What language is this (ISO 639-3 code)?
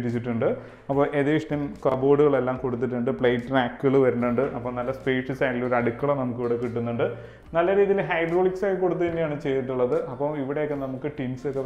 mal